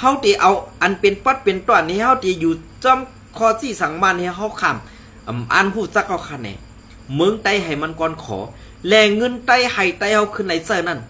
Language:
Shan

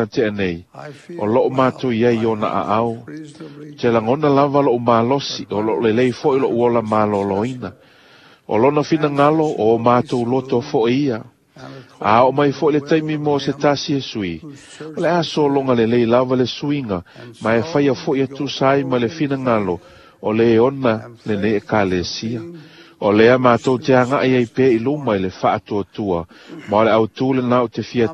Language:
Samoan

